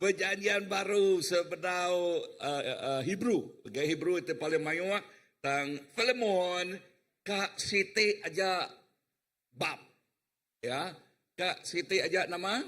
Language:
Iban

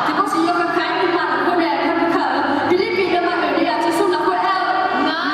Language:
Akha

